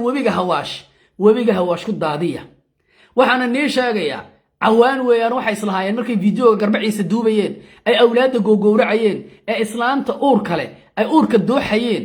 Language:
Somali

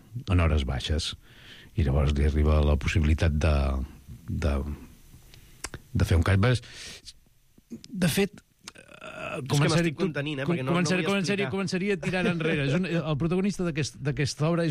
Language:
Catalan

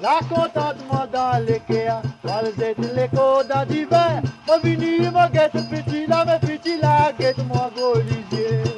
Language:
Morisyen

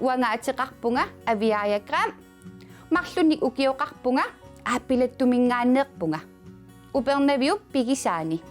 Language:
Kalaallisut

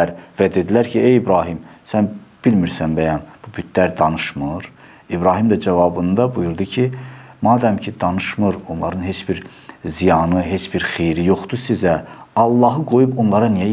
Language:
Azerbaijani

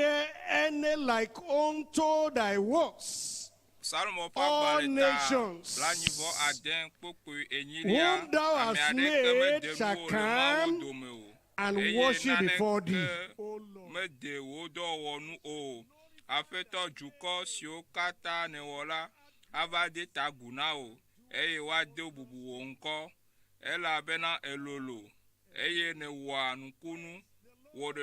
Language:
Ewe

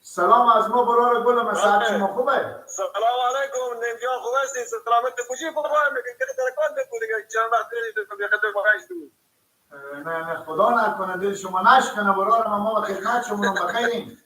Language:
Persian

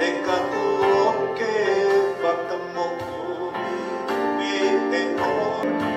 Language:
Tongan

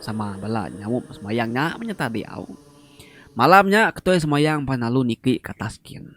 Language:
Iban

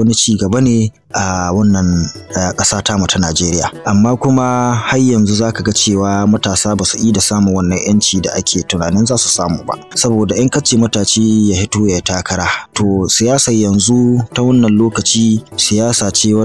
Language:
Hausa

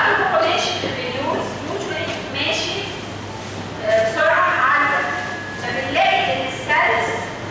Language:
Egyptian Arabic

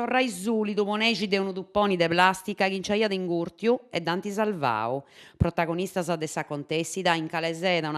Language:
Sardinian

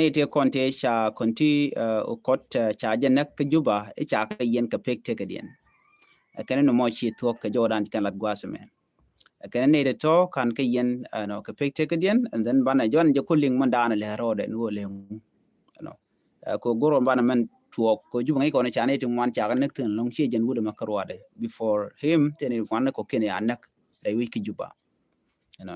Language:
Nuer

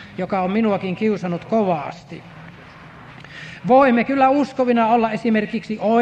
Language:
Finnish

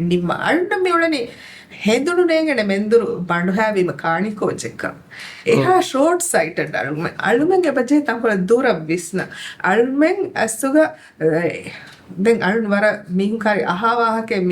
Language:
Divehi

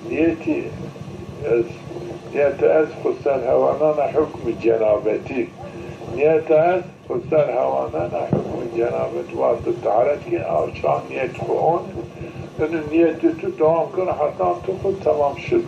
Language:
Zaza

